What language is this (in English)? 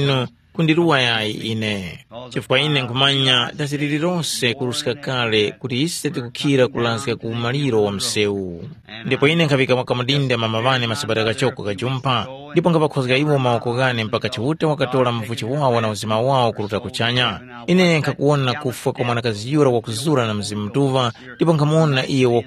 Tumbuka